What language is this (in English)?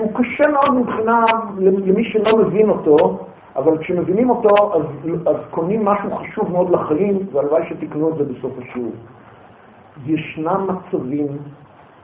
Hebrew